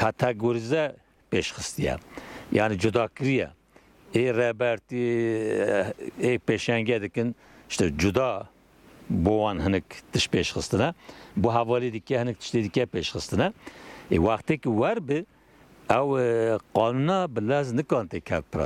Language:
Kurdish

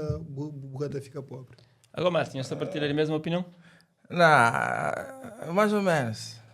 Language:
Kabuverdianu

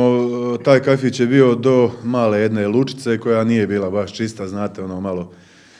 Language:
Croatian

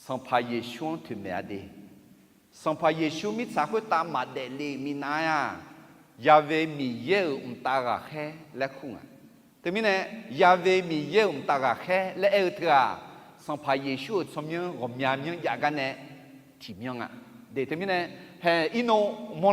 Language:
Akha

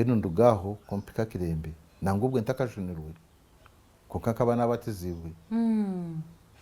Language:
Nyankole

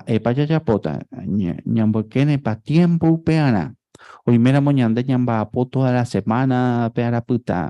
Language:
Guarani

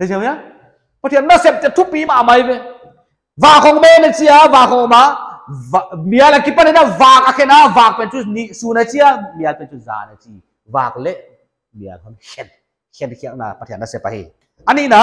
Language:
Paite Chin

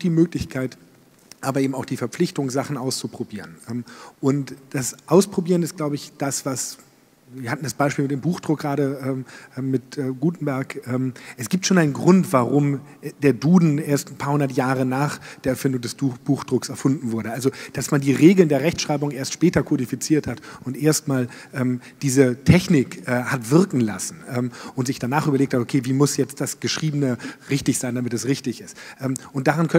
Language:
German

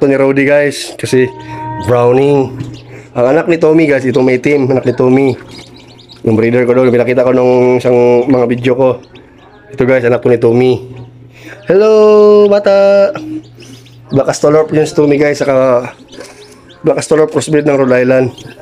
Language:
Filipino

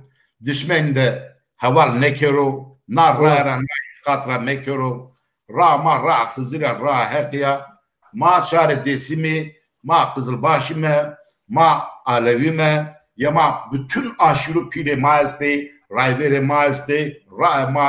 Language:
Zaza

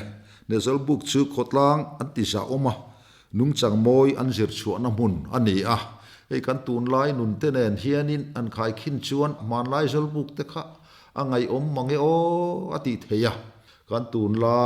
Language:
Mizo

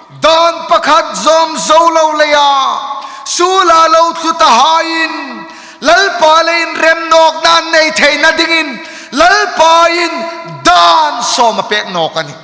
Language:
Hmar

